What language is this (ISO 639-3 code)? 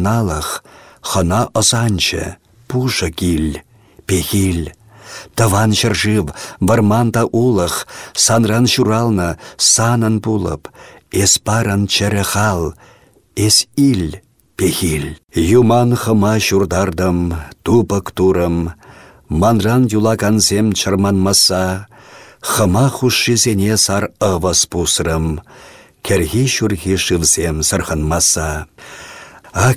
chv